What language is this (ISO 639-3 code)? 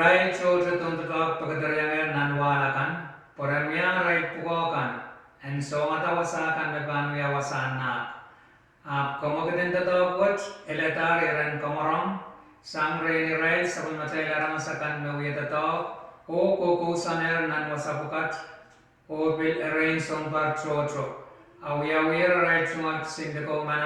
pon